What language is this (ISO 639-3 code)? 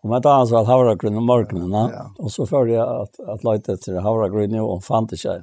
fao